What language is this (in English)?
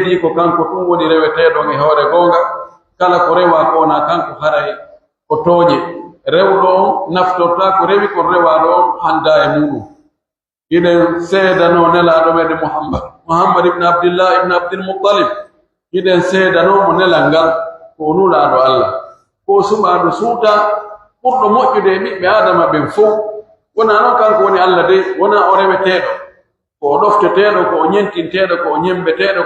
Pular